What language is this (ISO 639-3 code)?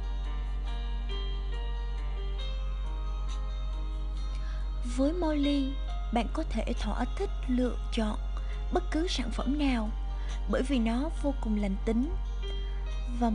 vie